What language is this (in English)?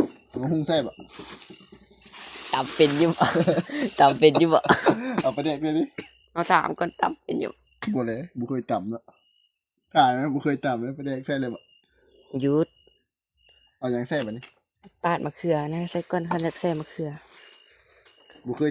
Lao